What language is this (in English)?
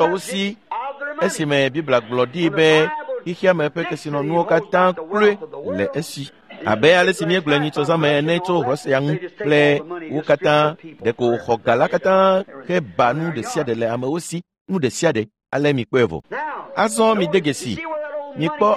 Ewe